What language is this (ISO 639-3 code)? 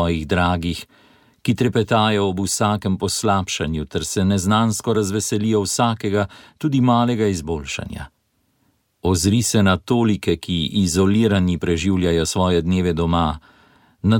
slv